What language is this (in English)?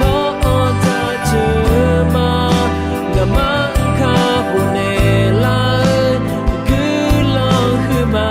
Akha